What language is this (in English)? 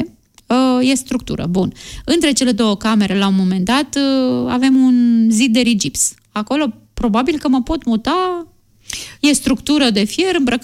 Romanian